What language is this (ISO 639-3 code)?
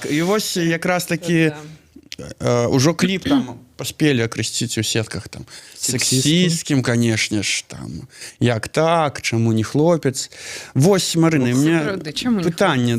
bel